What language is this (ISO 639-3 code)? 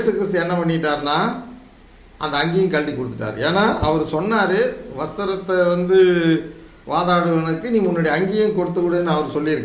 tam